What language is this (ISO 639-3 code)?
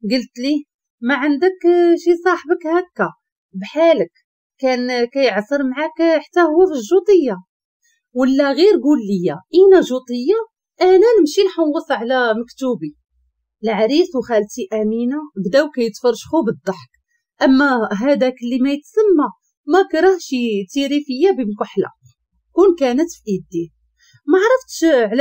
ary